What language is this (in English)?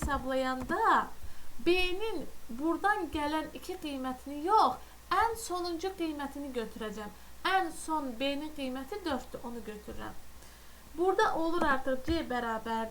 Azerbaijani